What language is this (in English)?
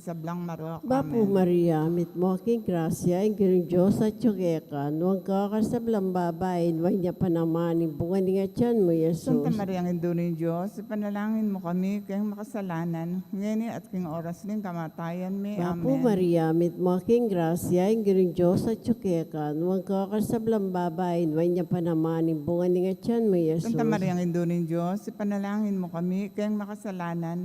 Pampanga